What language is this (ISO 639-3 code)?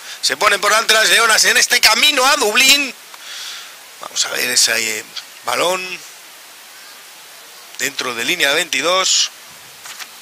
spa